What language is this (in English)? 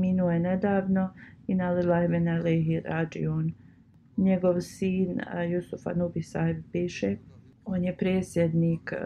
Bosnian